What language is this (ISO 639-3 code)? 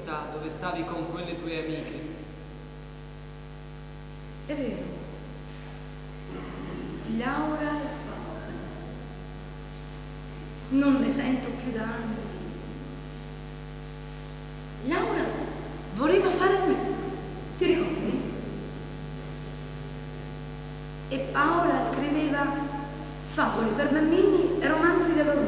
ita